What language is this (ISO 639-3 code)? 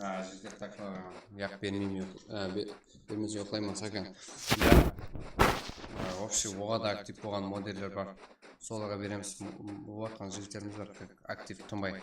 kaa